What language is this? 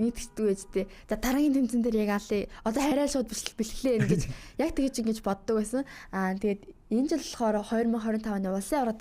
Mongolian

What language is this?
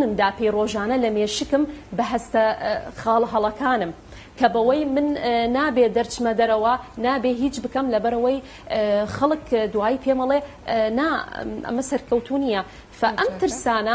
Central Kurdish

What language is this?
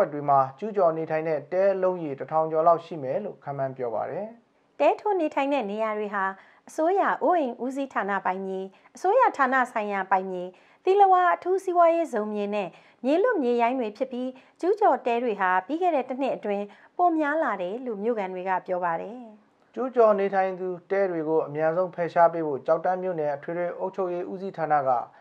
Burmese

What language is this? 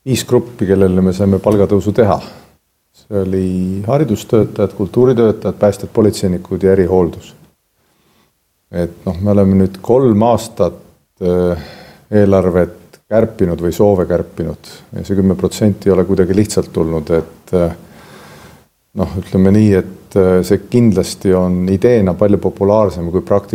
Estonian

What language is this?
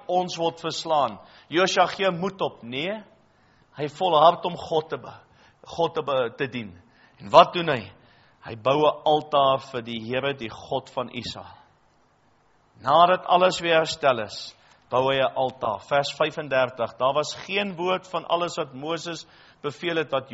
Afrikaans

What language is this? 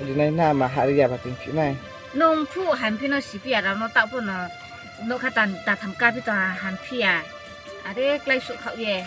Riang (India)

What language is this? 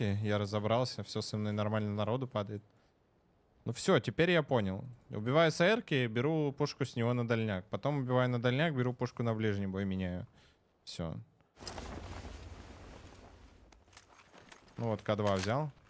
Russian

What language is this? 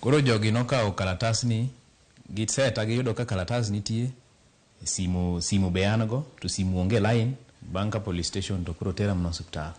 Luo (Kenya and Tanzania)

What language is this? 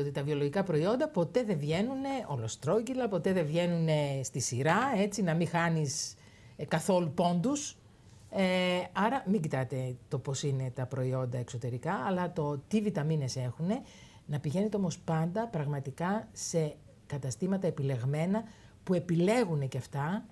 Greek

